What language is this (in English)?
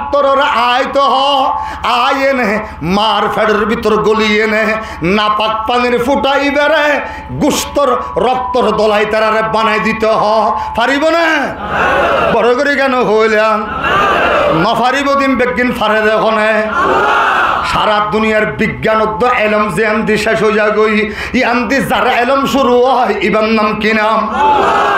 Rohingya